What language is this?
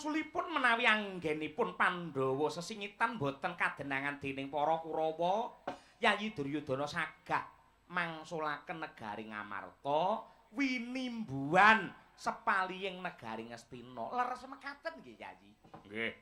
Javanese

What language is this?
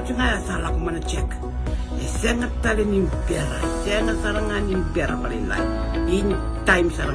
Fijian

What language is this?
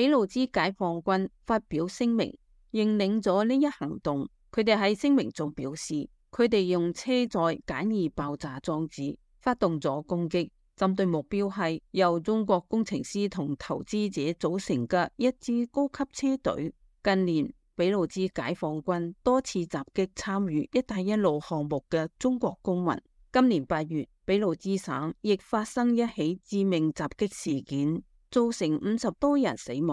Cantonese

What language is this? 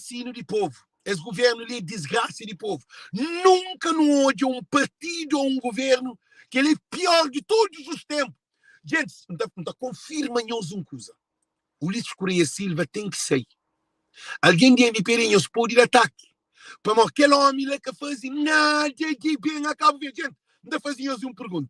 Kabuverdianu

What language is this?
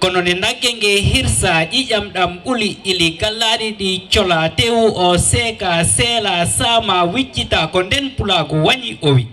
Fula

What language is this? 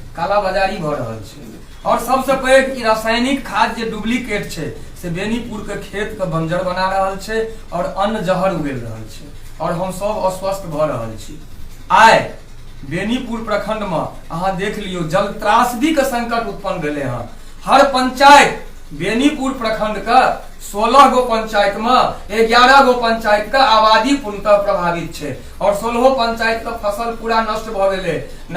Maithili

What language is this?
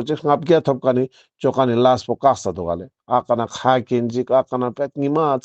Ladakhi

